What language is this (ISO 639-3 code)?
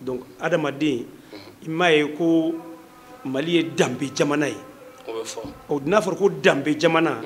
bam